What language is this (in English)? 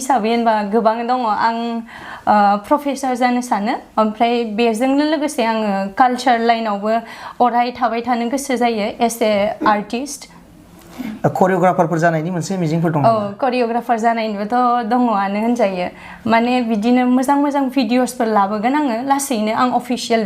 Bodo